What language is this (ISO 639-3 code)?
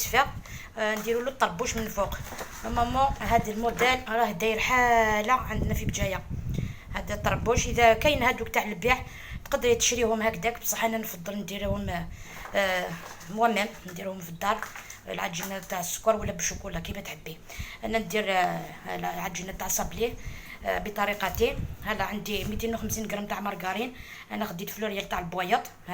arq